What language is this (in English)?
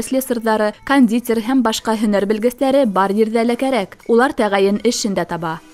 Bashkir